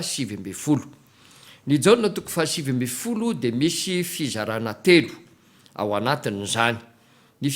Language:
Malagasy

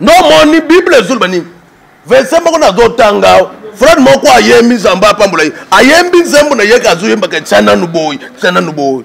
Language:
Lingala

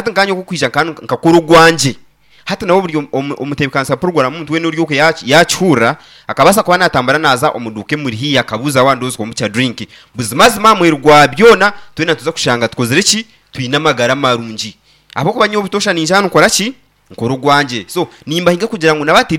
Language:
Nyankole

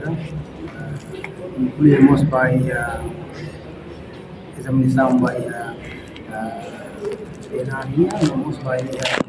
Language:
Tetum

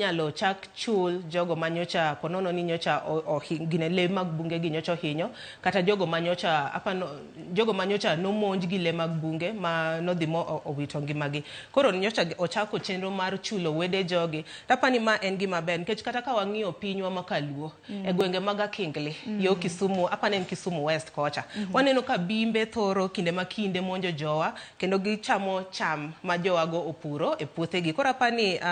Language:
Luo (Kenya and Tanzania)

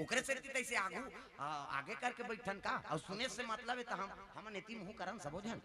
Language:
Chhattisgarhi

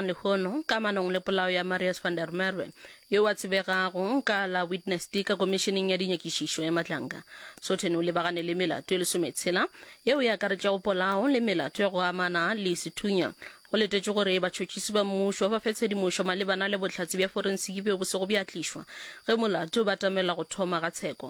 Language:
Northern Sotho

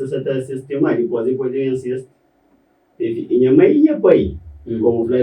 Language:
Kabuverdianu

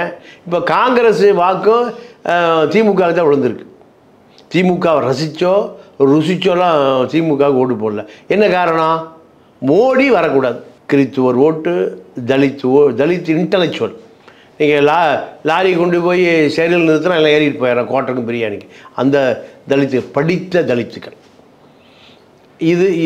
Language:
Tamil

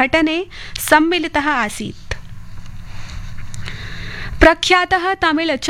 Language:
Hindi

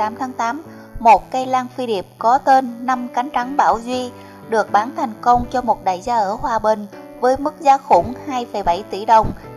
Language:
Vietnamese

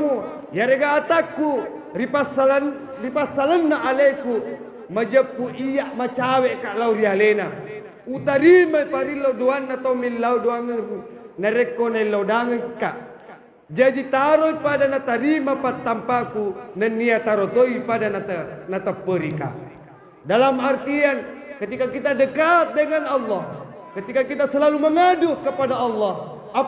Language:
Buginese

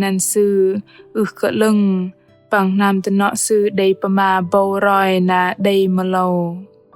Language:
Bahnar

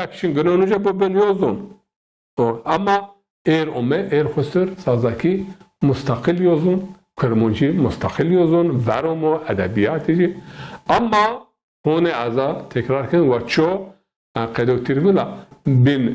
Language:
Zaza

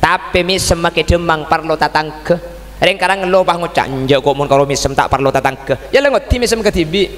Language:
Madurese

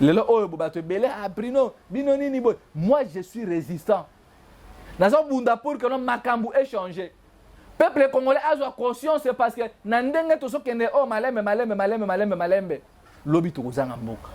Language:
Lingala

